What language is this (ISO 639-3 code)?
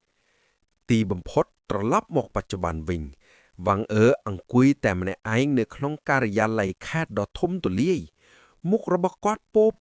khm